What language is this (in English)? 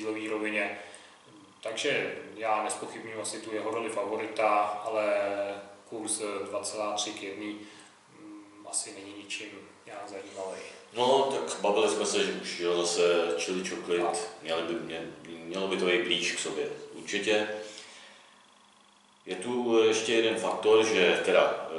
Czech